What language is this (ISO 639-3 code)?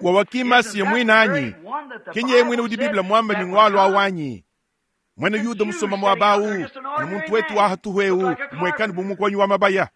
lua